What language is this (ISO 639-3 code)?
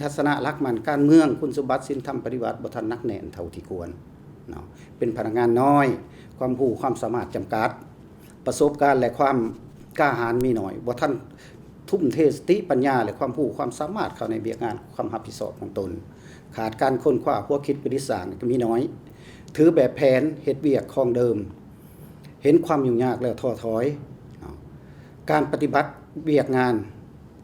lao